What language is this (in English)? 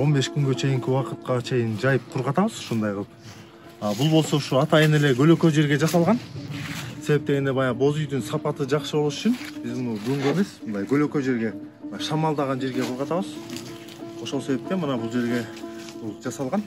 Kyrgyz